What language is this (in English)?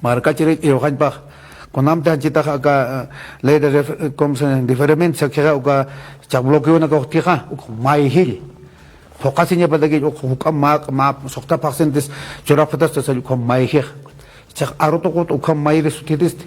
Aymara